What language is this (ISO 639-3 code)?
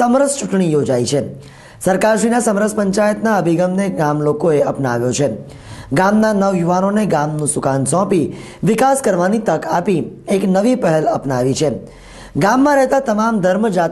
guj